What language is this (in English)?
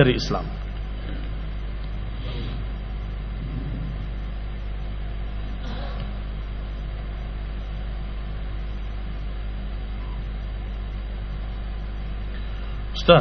Indonesian